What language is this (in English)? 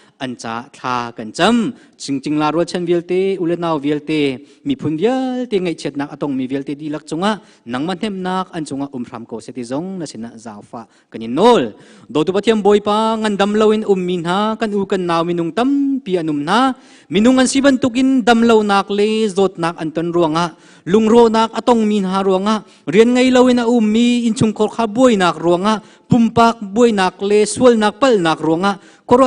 Hakha Chin